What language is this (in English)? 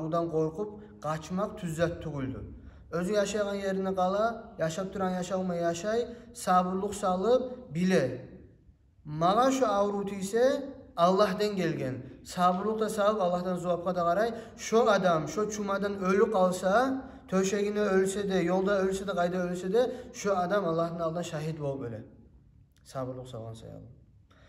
Kumyk